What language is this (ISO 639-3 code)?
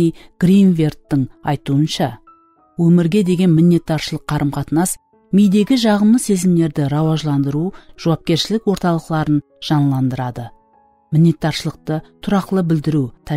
kaa